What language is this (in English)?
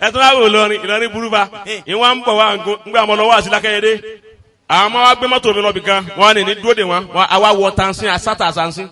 Yoruba